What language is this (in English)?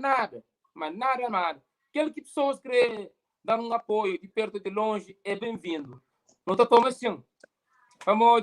Kabuverdianu